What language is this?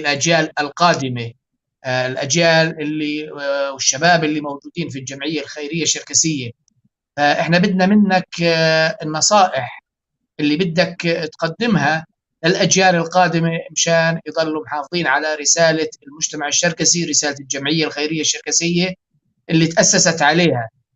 North Levantine Arabic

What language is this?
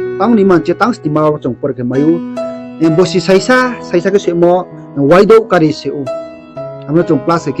Riang (India)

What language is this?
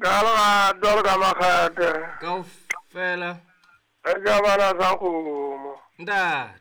Southern Sotho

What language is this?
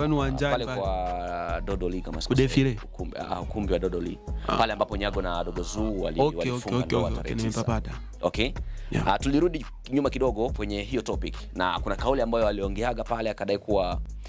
Swahili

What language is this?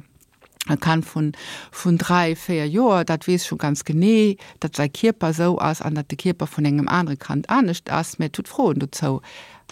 Luxembourgish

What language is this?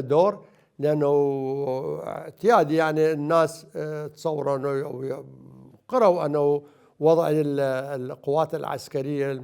Mesopotamian Arabic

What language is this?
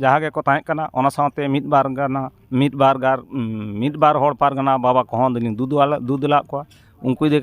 Santali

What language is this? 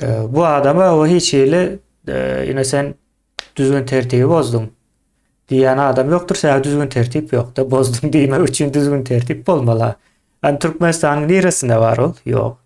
Turkmen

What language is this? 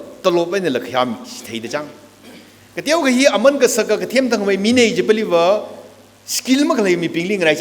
Tangkhul Naga (India)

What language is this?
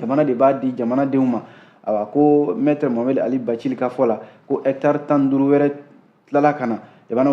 Bambara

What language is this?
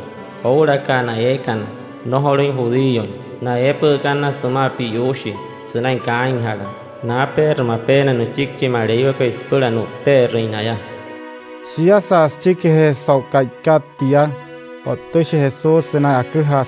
Wayuu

